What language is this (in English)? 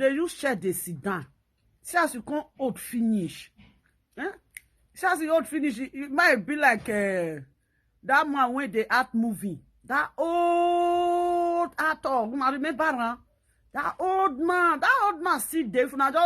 Nigerian Pidgin